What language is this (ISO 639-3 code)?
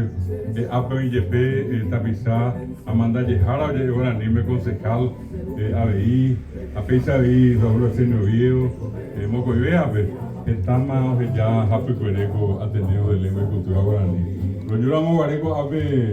grn